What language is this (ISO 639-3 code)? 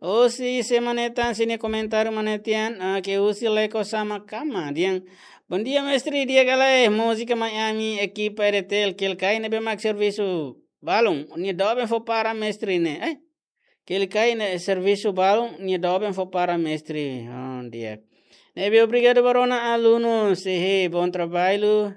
tet